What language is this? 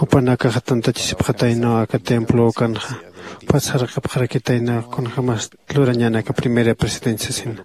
Aymara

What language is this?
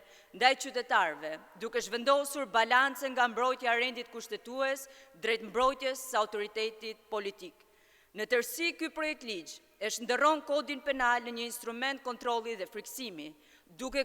Albanian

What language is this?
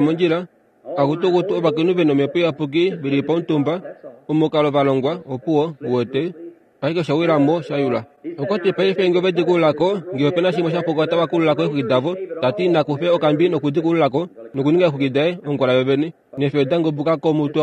Kuanyama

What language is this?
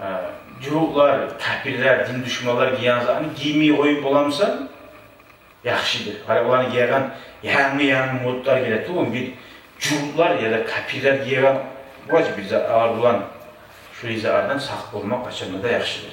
Kumyk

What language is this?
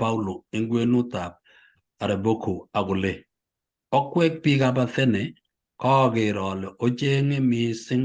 Kalenjin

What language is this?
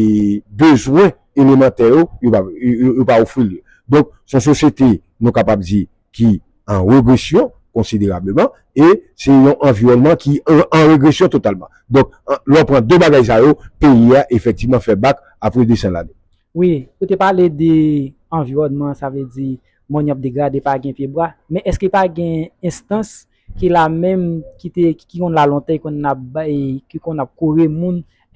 Haitian Creole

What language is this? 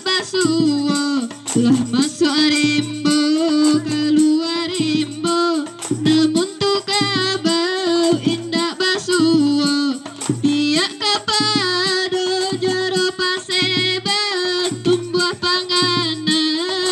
Minangkabau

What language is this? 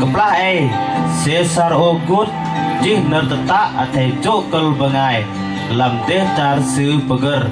Bahnar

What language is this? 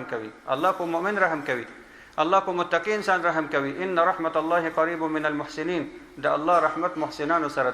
Pashto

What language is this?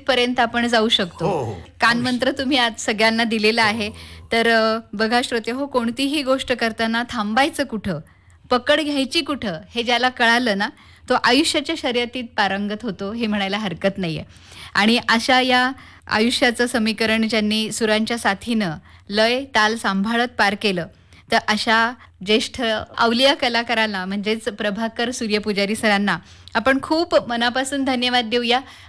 Marathi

